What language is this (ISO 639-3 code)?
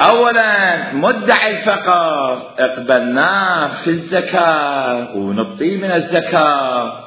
acm